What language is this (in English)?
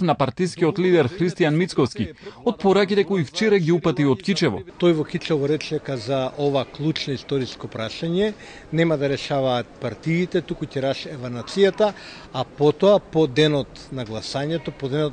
Macedonian